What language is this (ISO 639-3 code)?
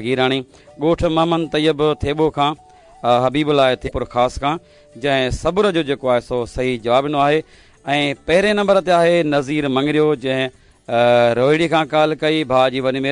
snd